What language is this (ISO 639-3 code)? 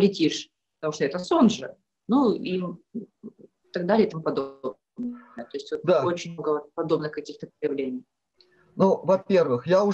rus